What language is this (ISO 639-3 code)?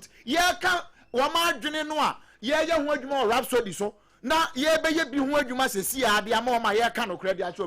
aka